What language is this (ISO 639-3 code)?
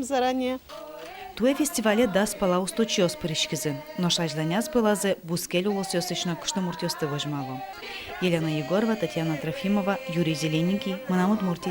udm